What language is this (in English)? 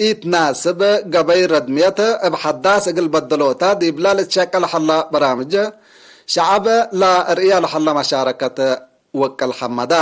Tigre